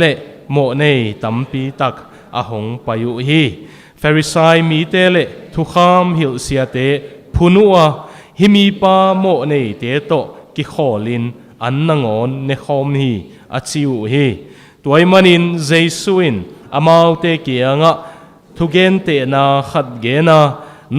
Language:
Tedim Chin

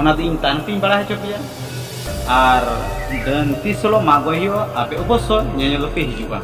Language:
Santali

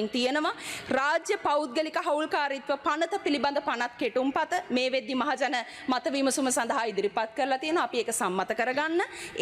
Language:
Sinhala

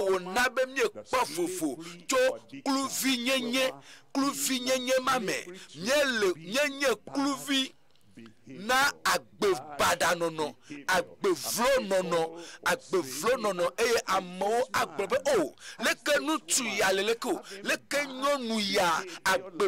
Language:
Ewe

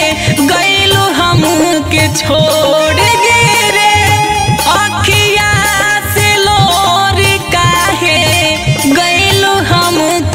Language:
Bhojpuri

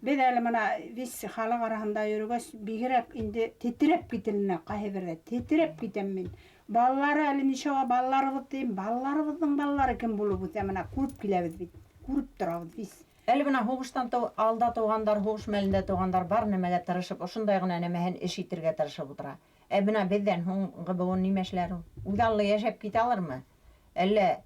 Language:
Bashkir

